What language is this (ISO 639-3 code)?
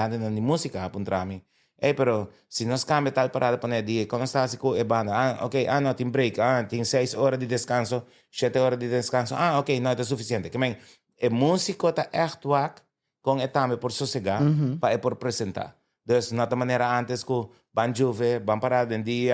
pap